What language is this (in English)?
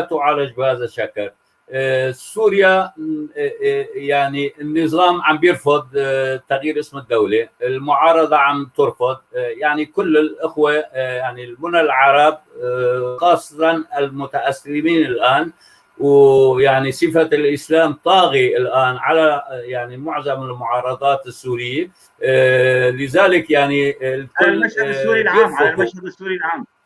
North Levantine Arabic